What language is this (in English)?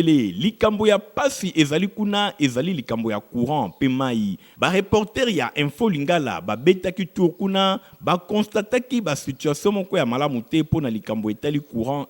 Lingala